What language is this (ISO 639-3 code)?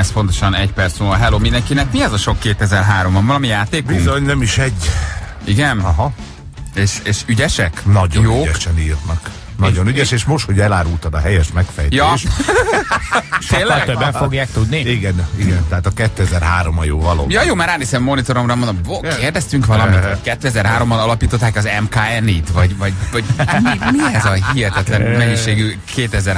hun